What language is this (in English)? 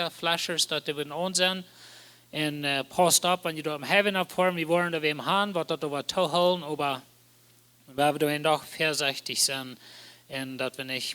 Plautdietsch